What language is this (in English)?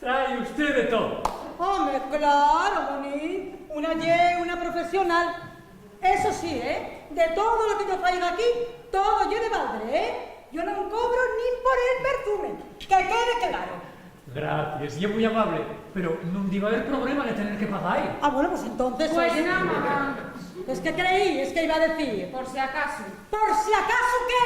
Asturian